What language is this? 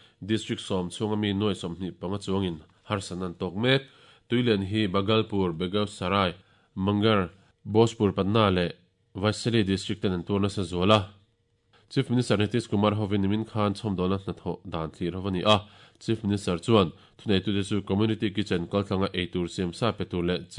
Mizo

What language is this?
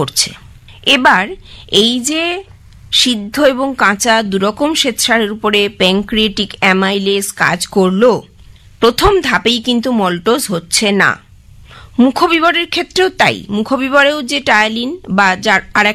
Bangla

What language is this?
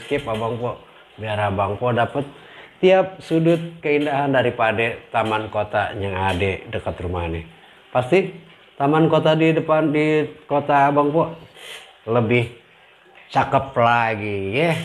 Betawi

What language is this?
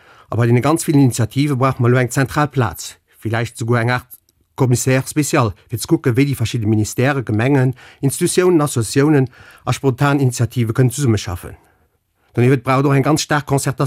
Luxembourgish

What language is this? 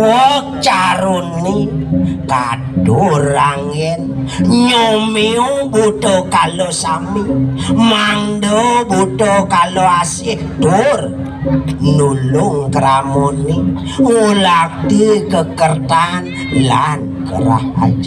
Balinese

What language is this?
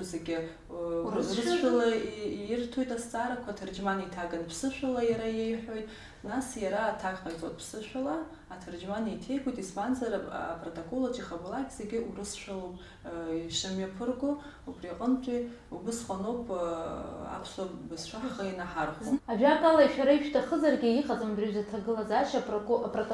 Abkhazian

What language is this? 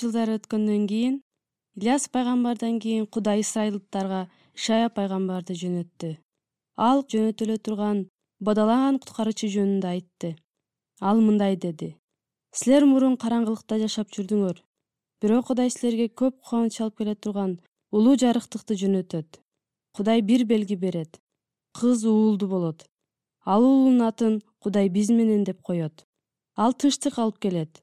Kyrgyz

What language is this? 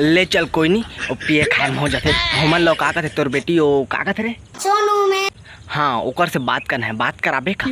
Chhattisgarhi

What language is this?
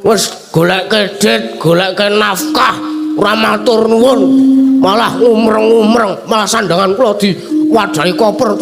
Javanese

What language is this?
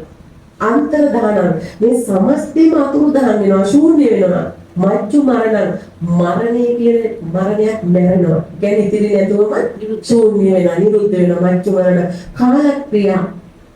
Sinhala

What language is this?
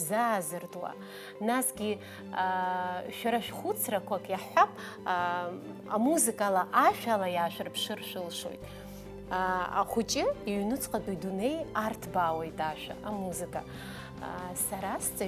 Abkhazian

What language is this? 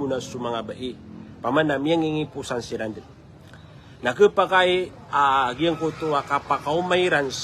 Maranao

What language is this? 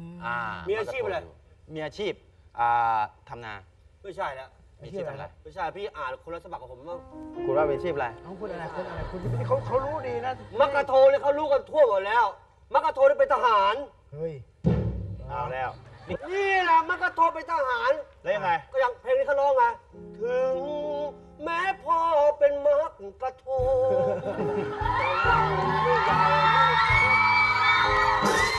Thai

